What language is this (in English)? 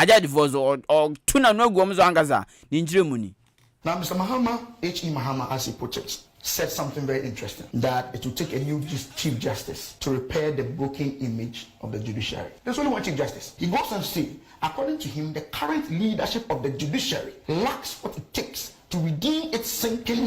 Akan